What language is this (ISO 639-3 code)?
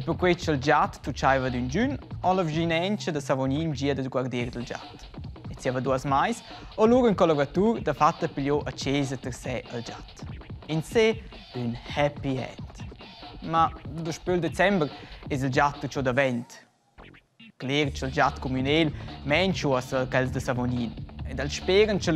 roh